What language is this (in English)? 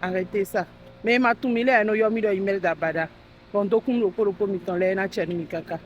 Fon